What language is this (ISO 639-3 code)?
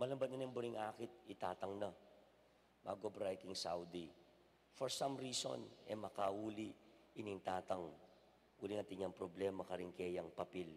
pam